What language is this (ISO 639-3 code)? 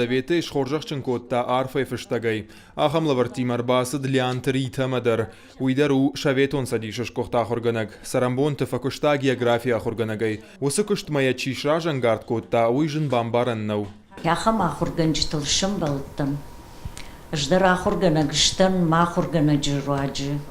oss